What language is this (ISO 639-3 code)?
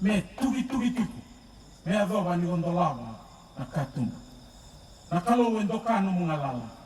fij